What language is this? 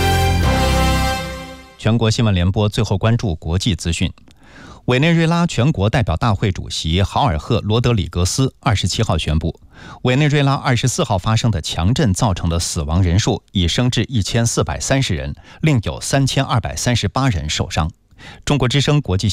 Chinese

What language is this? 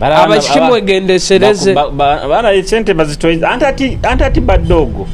Nyoro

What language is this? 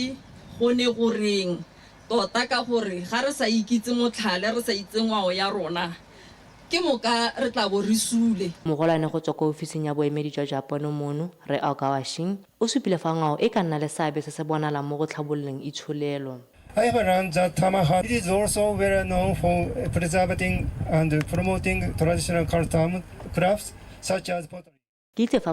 Tswana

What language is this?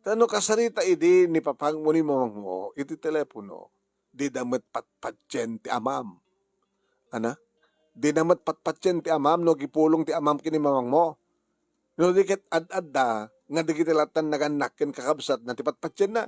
Iloko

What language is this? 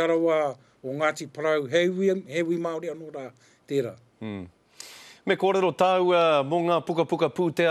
Māori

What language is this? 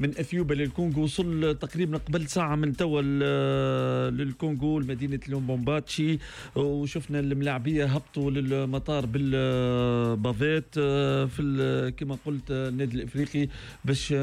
Tunisian Arabic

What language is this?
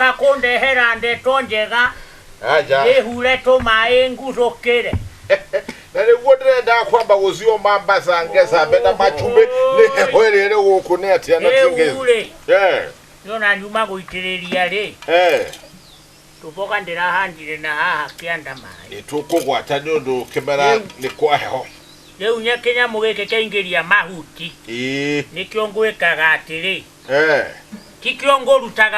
Kikuyu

